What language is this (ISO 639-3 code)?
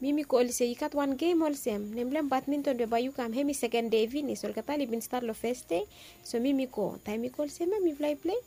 bis